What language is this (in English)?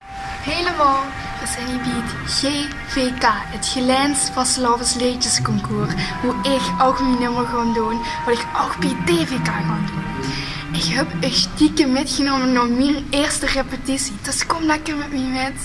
Limburgish